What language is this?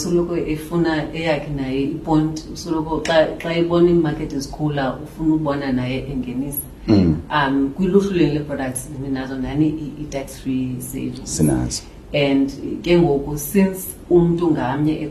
Xhosa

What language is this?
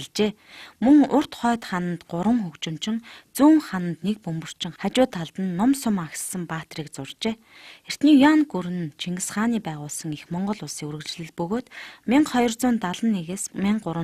Mongolian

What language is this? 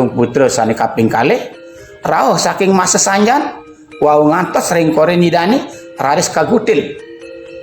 Balinese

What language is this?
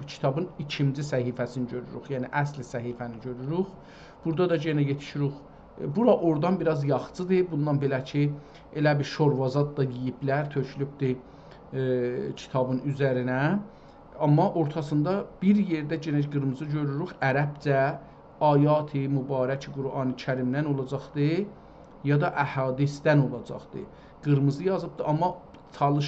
South Azerbaijani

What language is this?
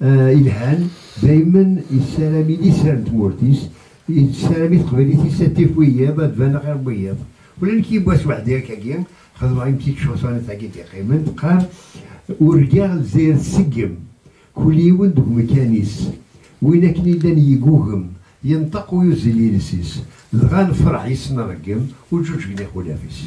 Kabyle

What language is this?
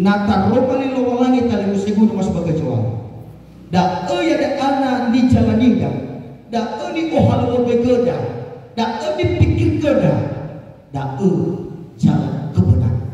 Nias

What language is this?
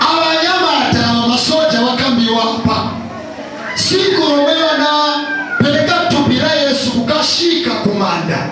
Nyanja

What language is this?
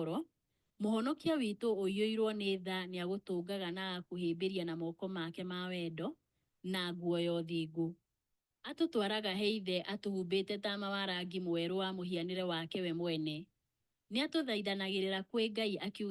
Kikuyu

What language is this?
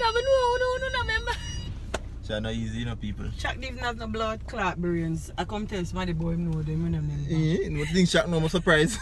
Jamaican Creole English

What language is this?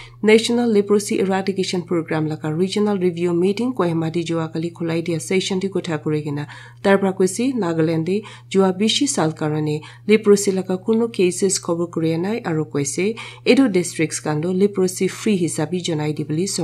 Naga Pidgin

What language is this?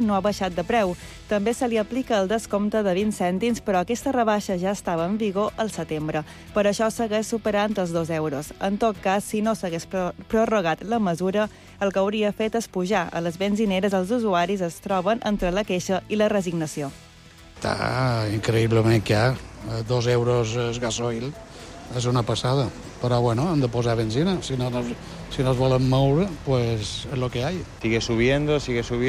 Catalan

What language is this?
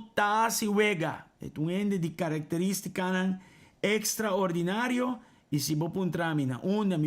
Papiamento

